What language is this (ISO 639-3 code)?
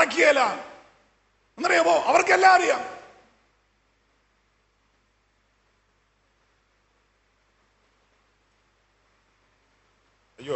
mal